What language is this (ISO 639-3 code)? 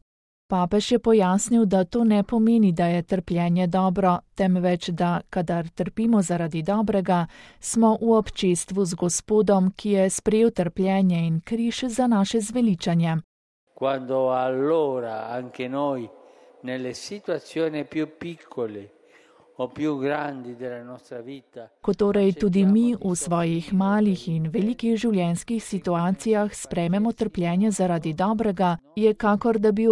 slv